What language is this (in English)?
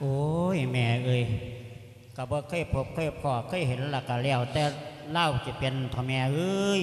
Lao